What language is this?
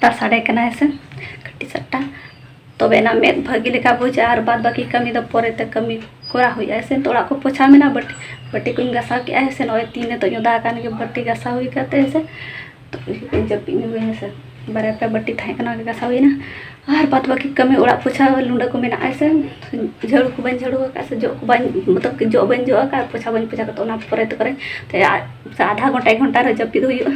Santali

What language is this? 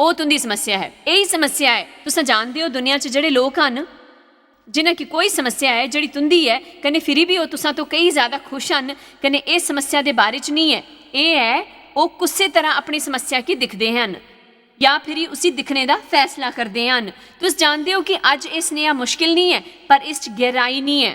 Dogri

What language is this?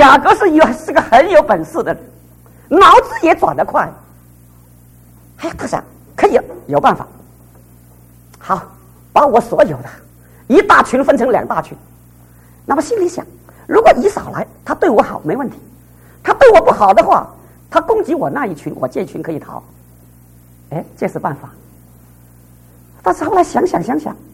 Chinese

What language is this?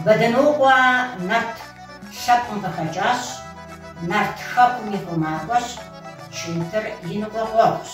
Kabardian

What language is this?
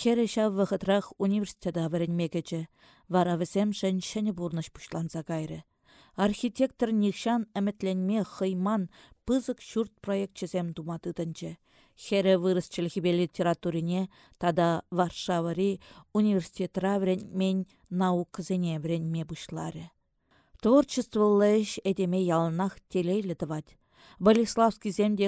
Chuvash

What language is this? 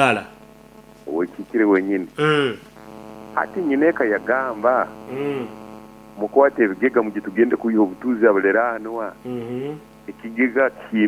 Nyoro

